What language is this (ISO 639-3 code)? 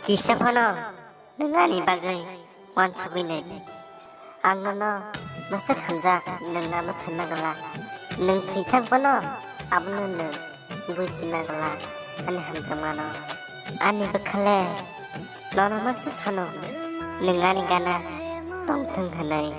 trp